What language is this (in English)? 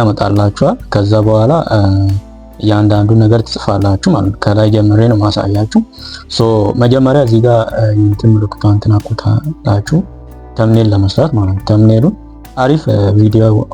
Amharic